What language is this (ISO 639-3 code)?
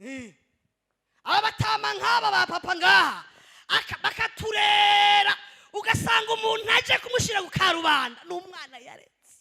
run